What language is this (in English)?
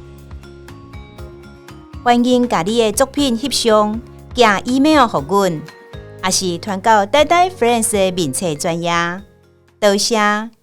Min Nan Chinese